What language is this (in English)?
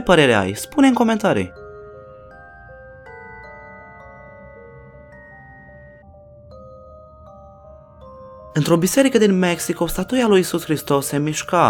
Romanian